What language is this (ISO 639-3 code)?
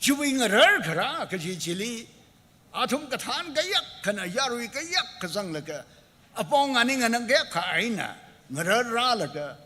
nmf